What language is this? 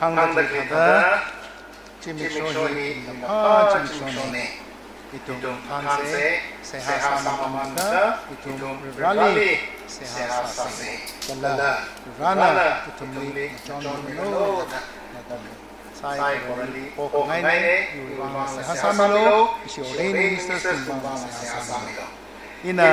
Tangkhul Naga (India)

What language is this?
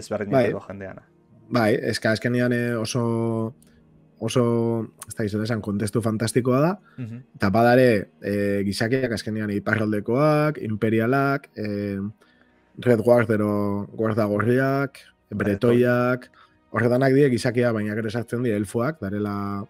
Basque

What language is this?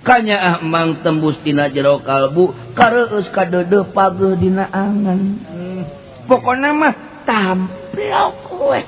Sundanese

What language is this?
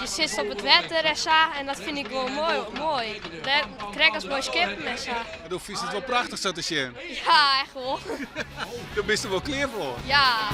Western Frisian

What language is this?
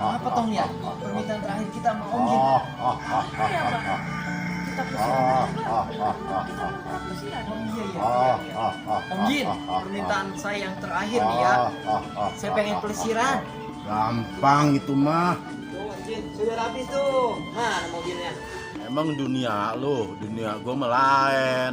Betawi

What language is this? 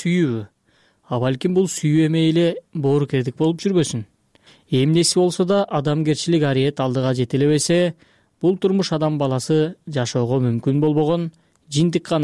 Kyrgyz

